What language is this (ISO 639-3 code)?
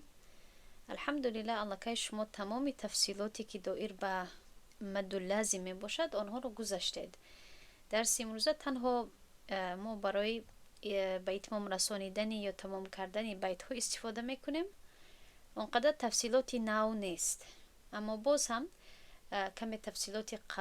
tgk